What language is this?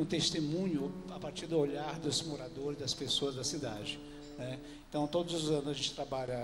Portuguese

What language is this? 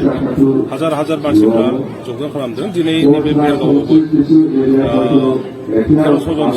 Bodo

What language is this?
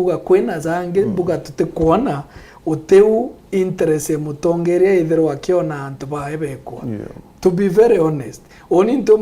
Meru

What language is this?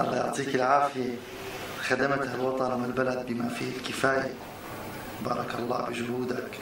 North Levantine Arabic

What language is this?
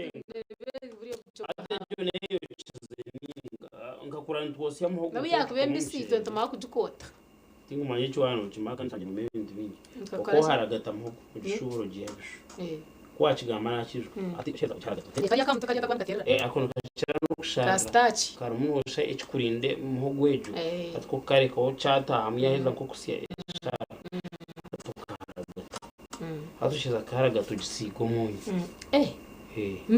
Nyankole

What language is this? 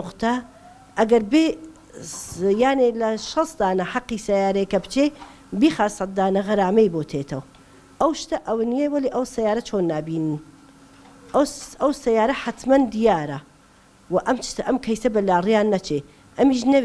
Central Kurdish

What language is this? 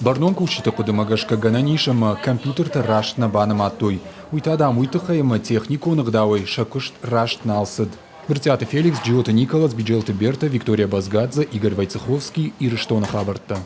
Ossetic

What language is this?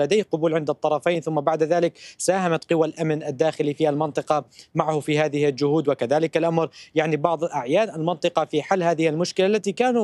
Arabic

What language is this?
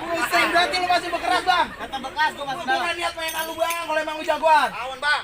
Betawi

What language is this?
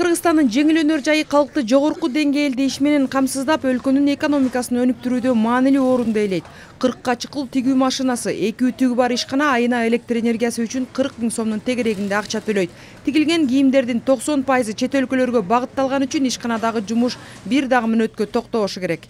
Kyrgyz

